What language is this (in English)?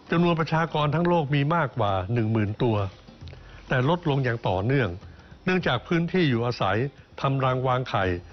Thai